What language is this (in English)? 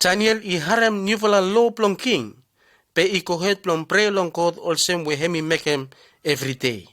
Bislama